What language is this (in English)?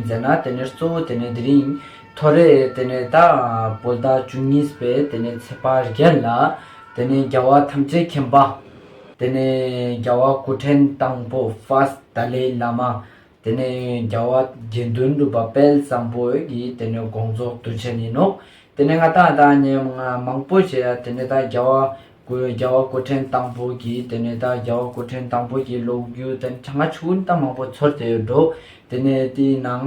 Ladakhi